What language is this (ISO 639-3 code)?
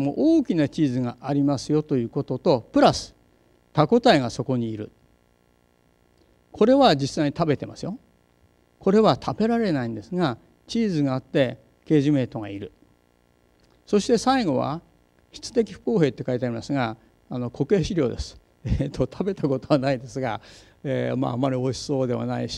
jpn